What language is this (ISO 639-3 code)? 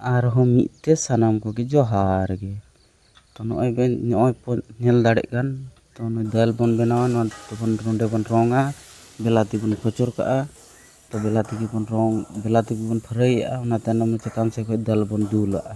sat